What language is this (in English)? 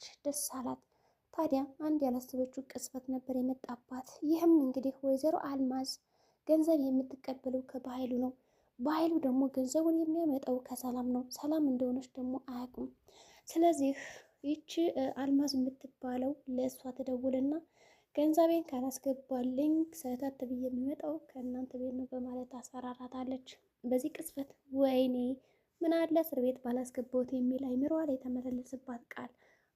Amharic